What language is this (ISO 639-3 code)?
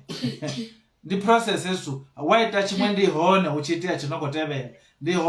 ven